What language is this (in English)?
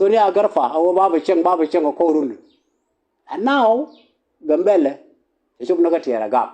Nuer